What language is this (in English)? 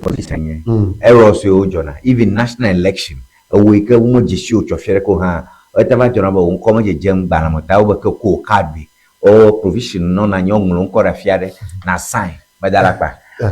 Ewe